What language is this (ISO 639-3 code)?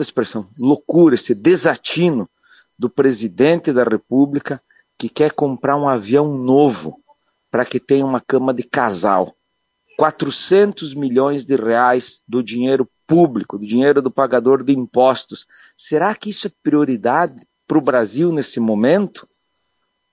por